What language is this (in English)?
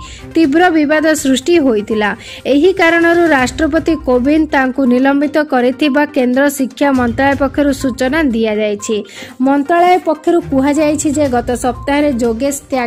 Odia